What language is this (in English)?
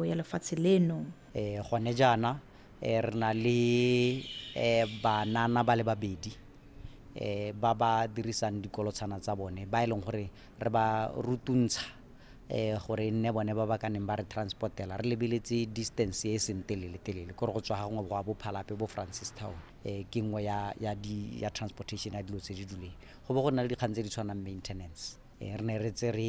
Tswana